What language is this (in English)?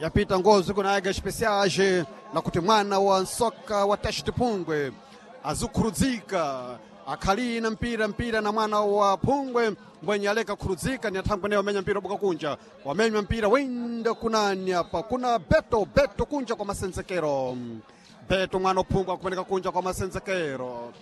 Sena